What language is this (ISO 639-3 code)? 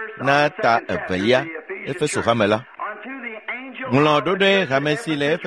ewe